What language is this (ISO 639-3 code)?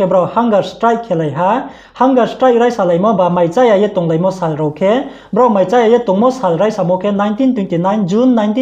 ria